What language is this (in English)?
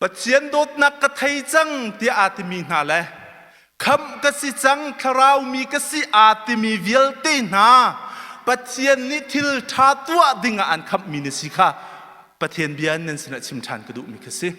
Hakha Chin